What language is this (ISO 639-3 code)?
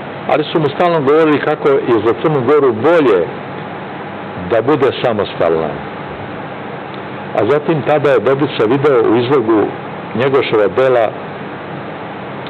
srp